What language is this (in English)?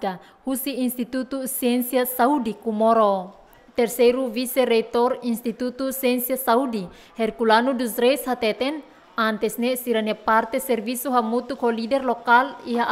Tetum